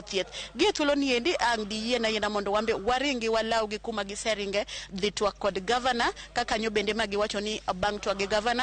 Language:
Luo (Kenya and Tanzania)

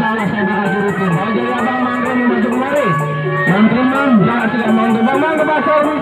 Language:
Betawi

